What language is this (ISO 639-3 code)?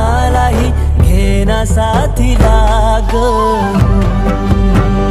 mar